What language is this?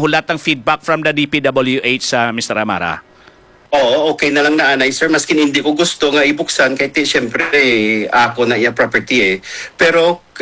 Hiligaynon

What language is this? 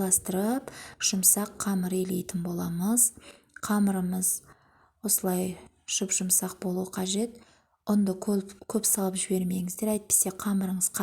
Kazakh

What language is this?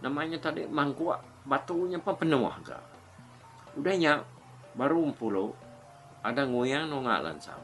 Iban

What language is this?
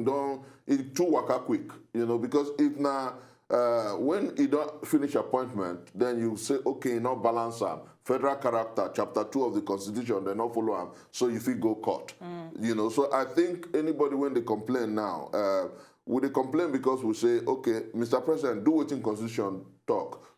Nigerian Pidgin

